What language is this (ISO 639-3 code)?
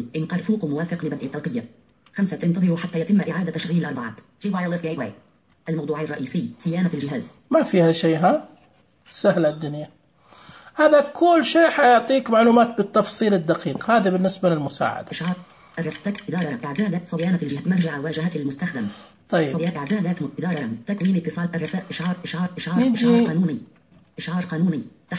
ars